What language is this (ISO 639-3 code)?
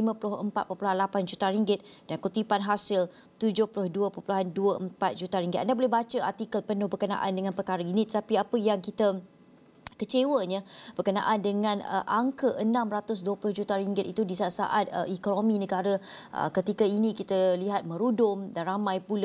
msa